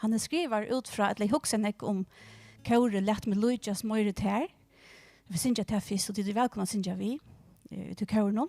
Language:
Faroese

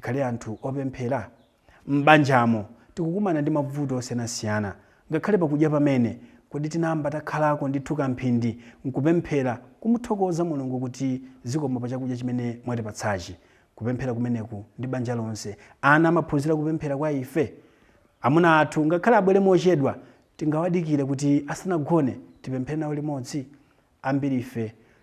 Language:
Nyanja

